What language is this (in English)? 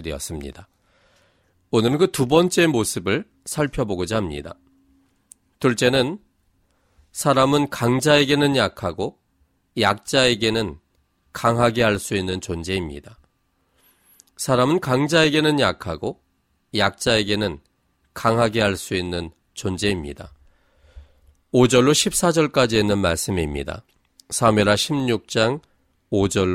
Korean